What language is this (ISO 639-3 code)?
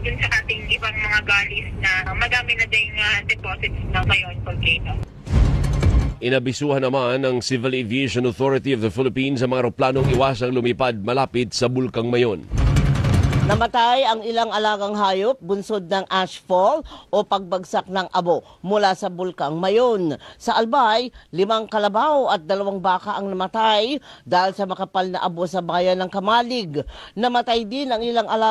fil